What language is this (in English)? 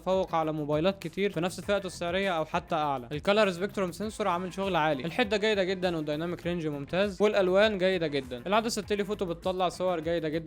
Egyptian Arabic